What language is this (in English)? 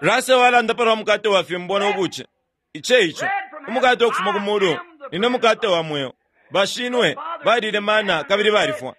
Bemba